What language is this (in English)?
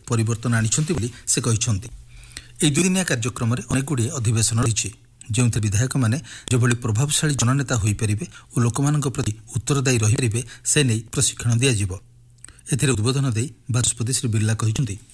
Odia